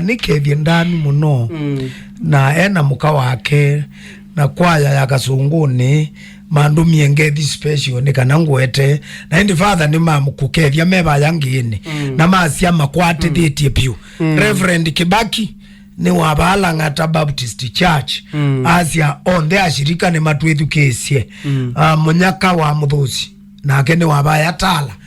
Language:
Kamba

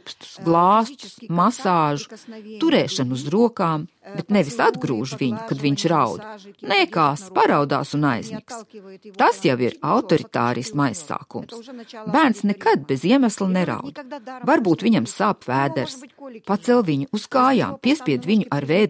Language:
Latvian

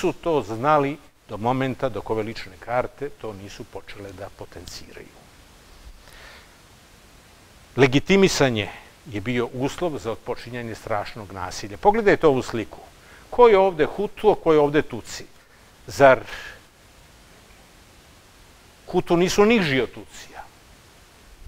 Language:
Serbian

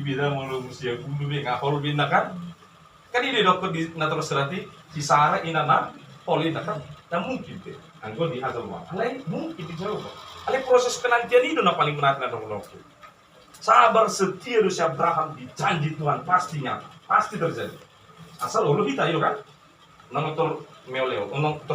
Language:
Batak Toba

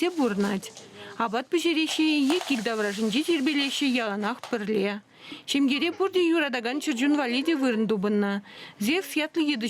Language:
Chuvash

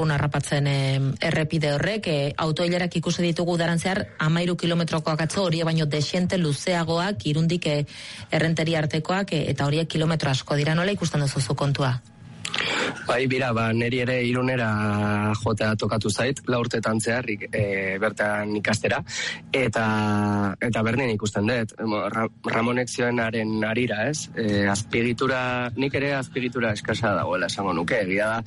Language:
Basque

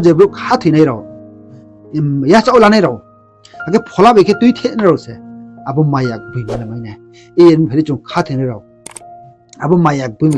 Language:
Riang (India)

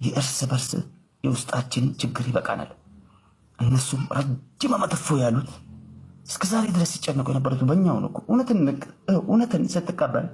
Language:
Amharic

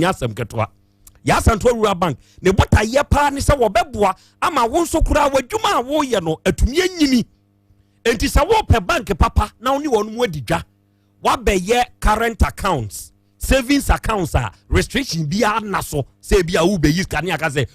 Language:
Akan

